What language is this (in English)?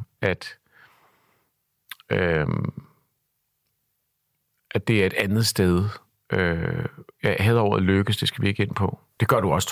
Danish